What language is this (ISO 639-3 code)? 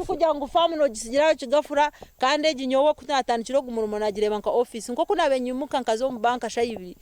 nyn